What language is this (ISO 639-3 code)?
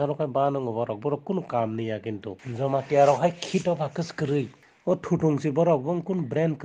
ria